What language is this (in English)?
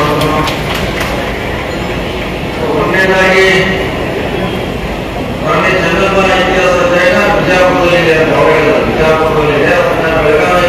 Kannada